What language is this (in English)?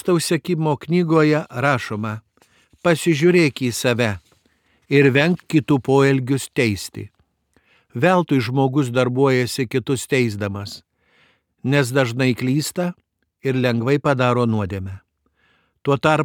Lithuanian